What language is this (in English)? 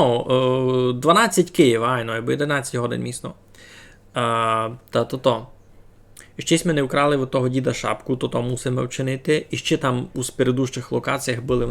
Rusyn